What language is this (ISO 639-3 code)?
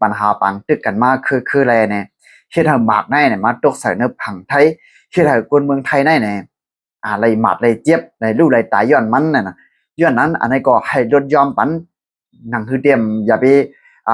shn